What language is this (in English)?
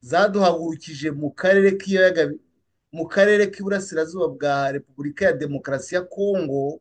Kinyarwanda